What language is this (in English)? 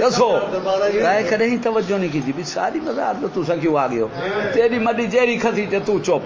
Saraiki